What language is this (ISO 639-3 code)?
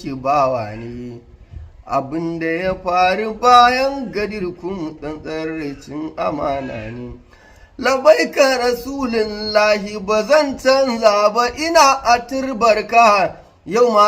hau